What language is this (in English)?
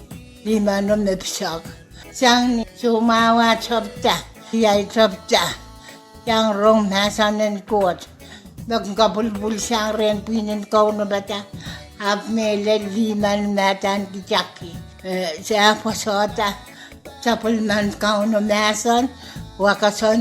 Pohnpeian